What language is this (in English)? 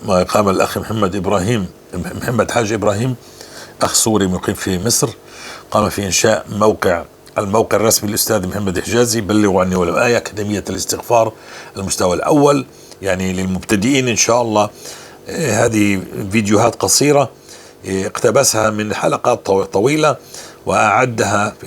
North Levantine Arabic